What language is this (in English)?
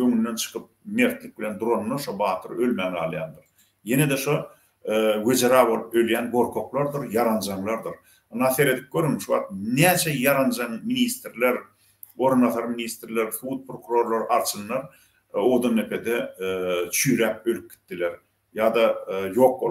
Turkmen